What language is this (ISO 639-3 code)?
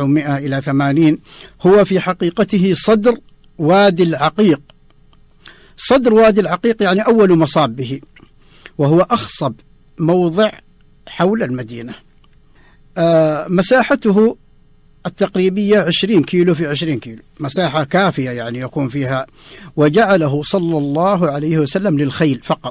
ara